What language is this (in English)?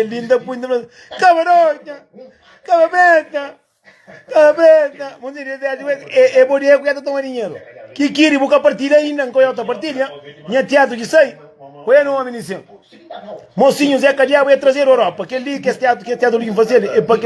Kabuverdianu